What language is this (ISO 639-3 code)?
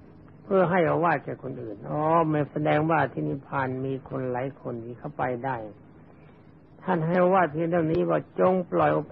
tha